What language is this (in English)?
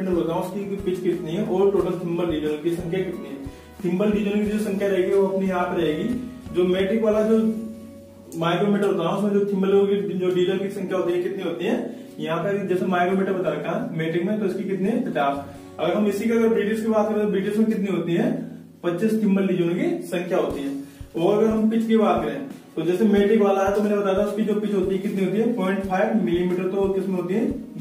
Hindi